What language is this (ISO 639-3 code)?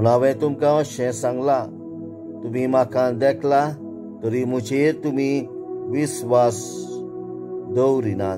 kok